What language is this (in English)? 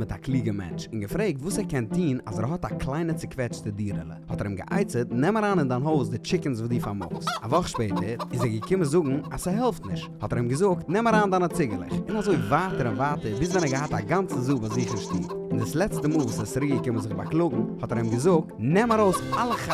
Yiddish